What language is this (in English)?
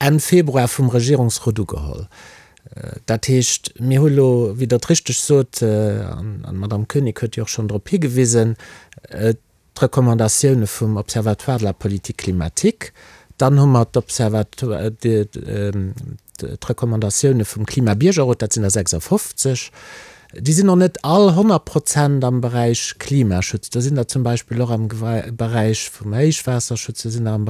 Luxembourgish